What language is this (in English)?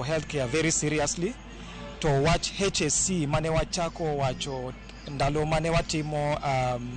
Luo (Kenya and Tanzania)